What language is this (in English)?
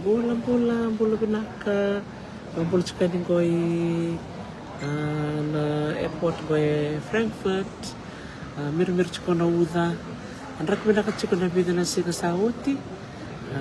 Fijian